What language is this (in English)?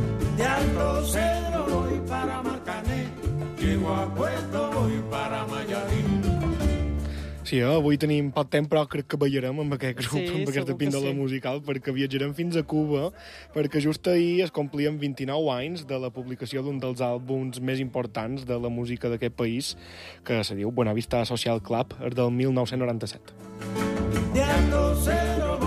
Catalan